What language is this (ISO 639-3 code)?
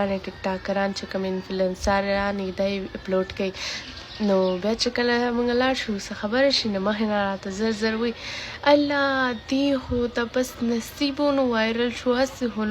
pus